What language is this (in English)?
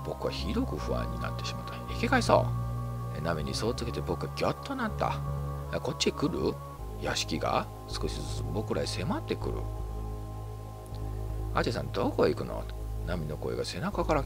Japanese